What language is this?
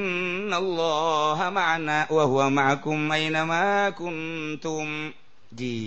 Sundanese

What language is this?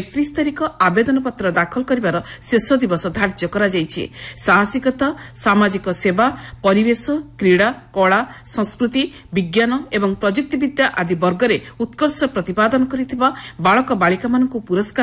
Odia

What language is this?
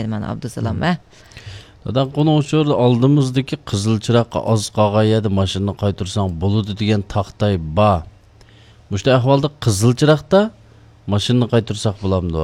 Uyghur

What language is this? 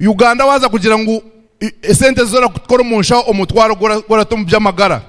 Nyankole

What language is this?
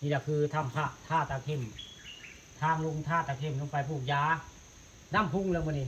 Northeastern Thai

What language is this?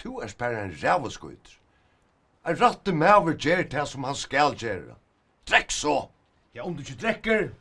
Faroese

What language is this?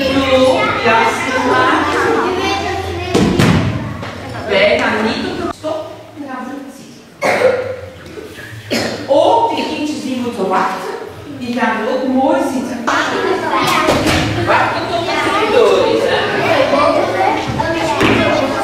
Dutch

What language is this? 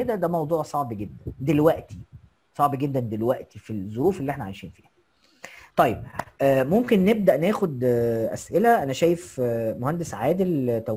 Egyptian Arabic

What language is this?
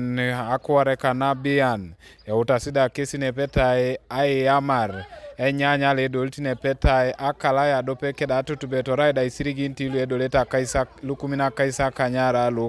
Teso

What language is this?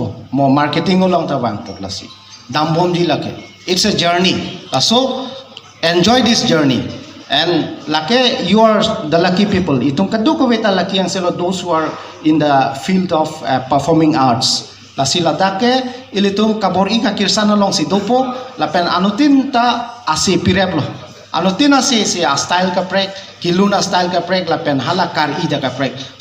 Karbi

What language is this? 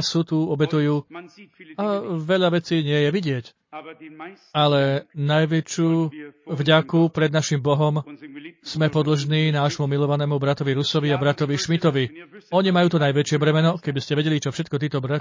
Slovak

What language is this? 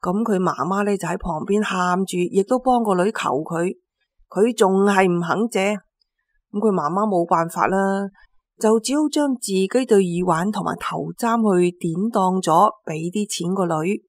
Cantonese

